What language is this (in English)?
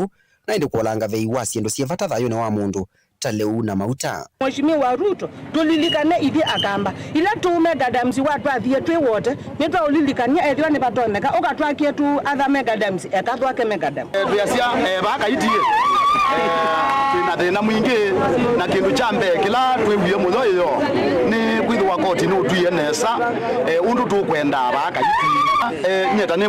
Kamba